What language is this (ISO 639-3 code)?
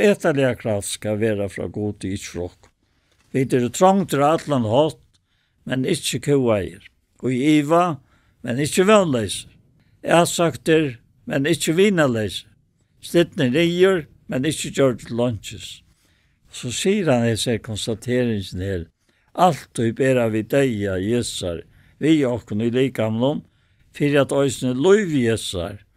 fao